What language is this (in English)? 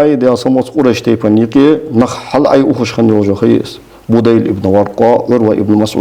Ingush